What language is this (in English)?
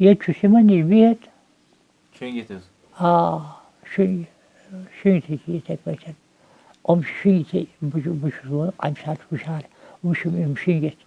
Kashmiri